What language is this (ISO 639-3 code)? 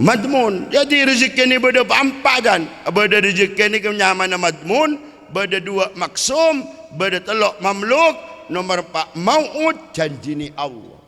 mad